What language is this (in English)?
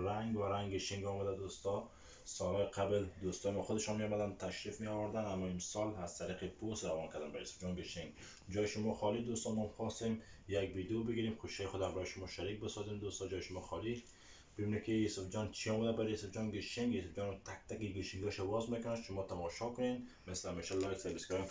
Tajik